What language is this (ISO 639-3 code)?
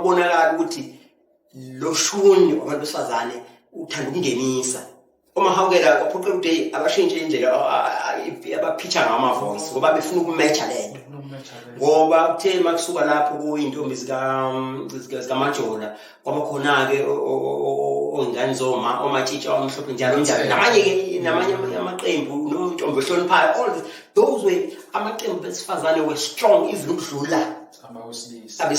zul